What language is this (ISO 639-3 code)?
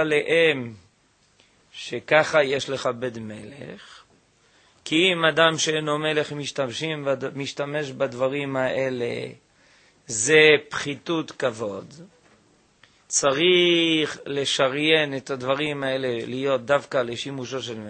heb